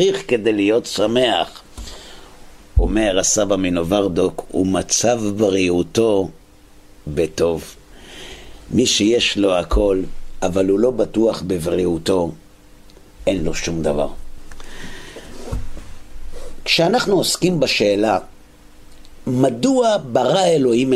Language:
Hebrew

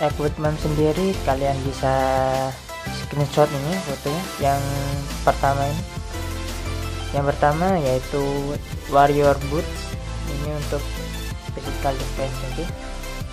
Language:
Indonesian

